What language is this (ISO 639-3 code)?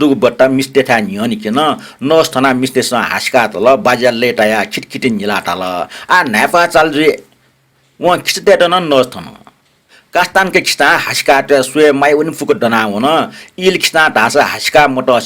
new